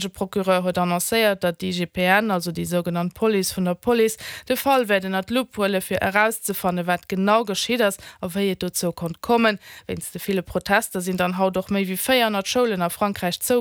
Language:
Luxembourgish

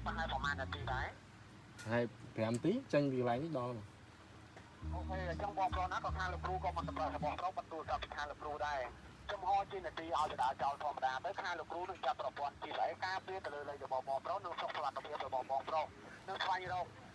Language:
Khmer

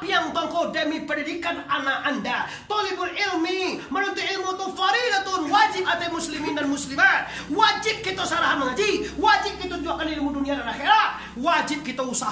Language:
Minangkabau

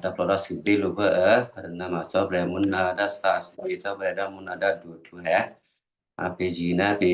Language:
Western Kayah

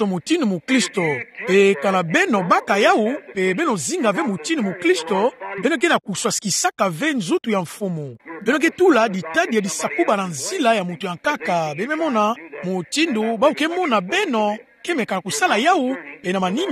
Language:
Kituba (Democratic Republic of Congo)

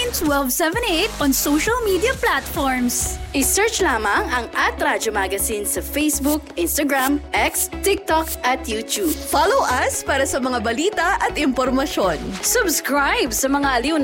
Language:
Filipino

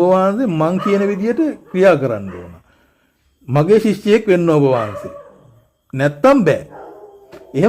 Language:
Sinhala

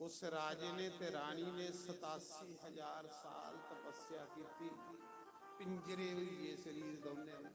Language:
Dogri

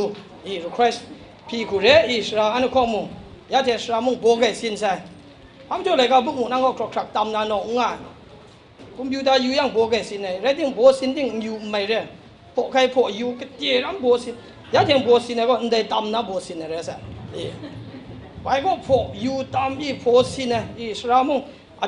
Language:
Kachin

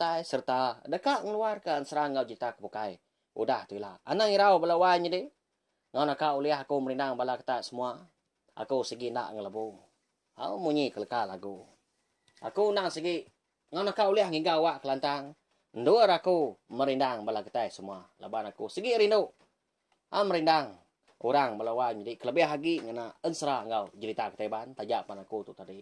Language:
Iban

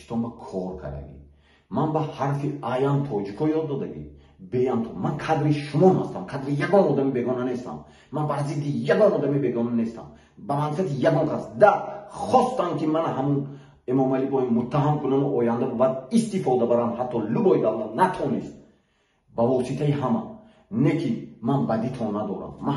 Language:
Tajik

